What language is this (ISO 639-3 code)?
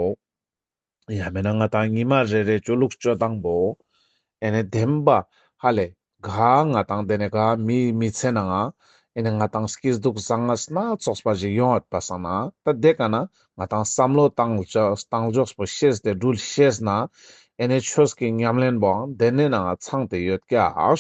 lbj